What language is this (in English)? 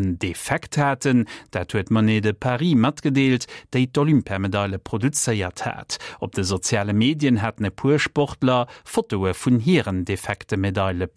Luxembourgish